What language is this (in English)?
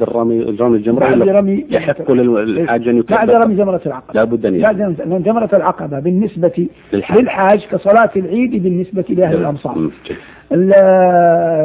Arabic